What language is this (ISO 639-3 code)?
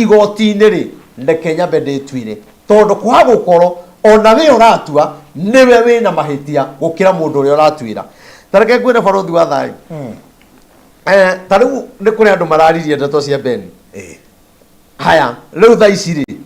kik